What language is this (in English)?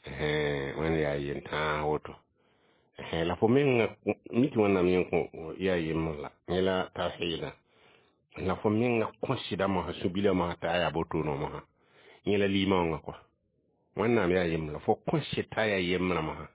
Mossi